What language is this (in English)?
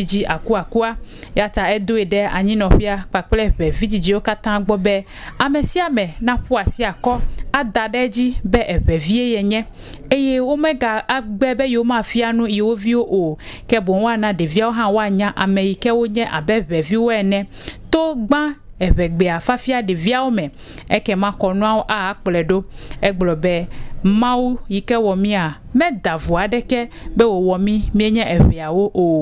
Ewe